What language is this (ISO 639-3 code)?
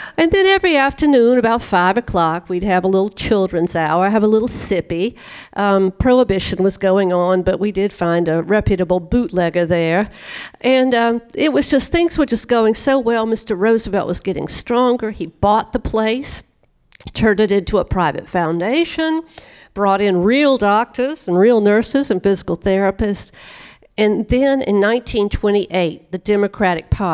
eng